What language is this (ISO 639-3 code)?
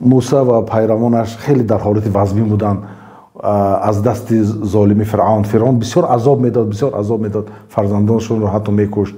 tgk